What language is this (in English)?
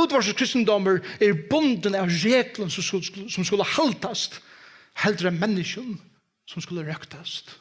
Faroese